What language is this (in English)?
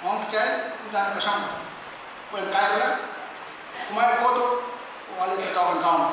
Pohnpeian